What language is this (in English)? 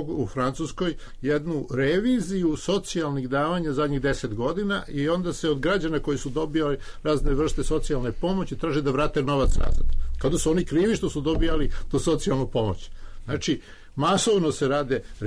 Serbian